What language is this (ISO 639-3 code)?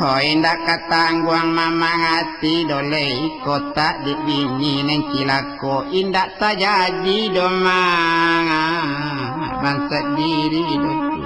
min